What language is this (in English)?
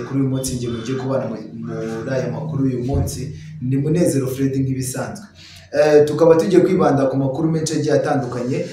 Kinyarwanda